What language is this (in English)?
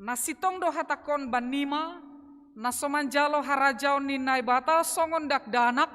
Batak Simalungun